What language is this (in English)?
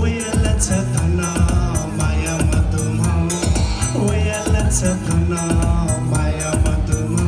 Newari